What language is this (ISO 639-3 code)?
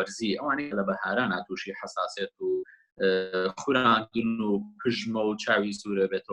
ckb